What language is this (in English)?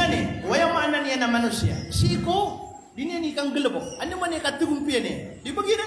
Maranao